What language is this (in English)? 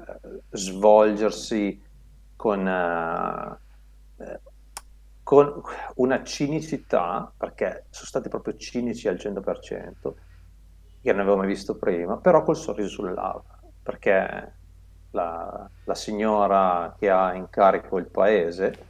Italian